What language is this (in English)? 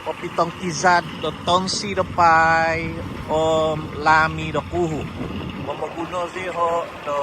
Central Dusun